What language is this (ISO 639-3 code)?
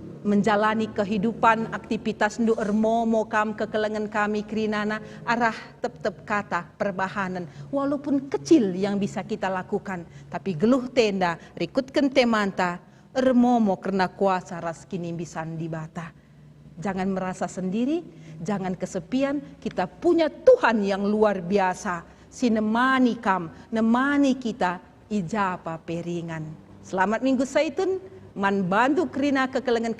btx